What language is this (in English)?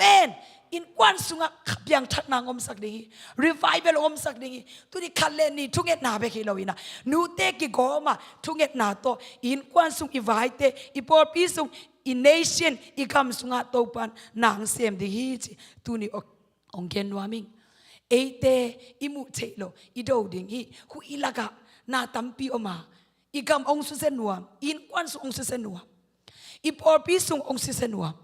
Tedim Chin